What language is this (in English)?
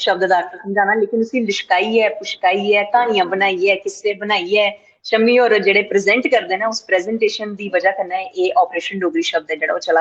Dogri